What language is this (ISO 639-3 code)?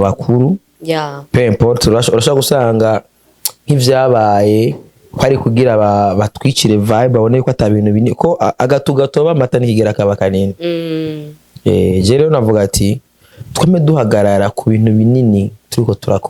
run